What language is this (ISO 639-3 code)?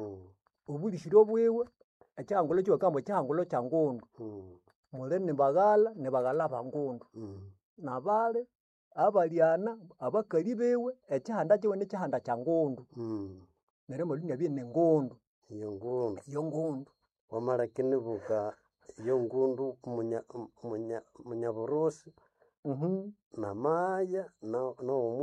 nnb